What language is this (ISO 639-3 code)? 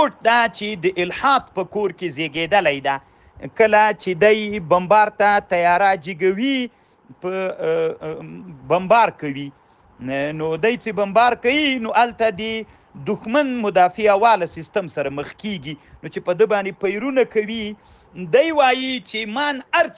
pus